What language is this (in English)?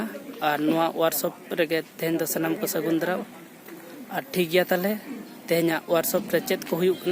Santali